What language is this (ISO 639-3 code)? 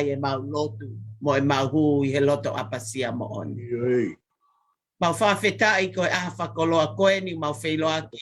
ton